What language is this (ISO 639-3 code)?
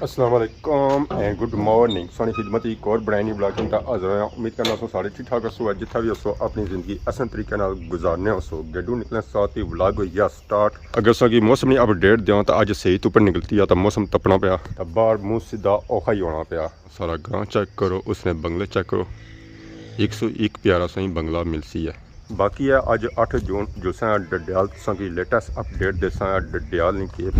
phr